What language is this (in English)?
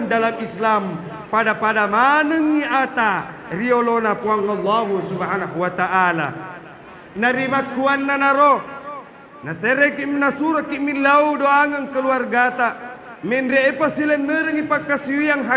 Buginese